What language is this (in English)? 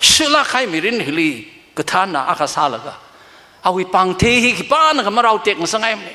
Tangkhul Naga (India)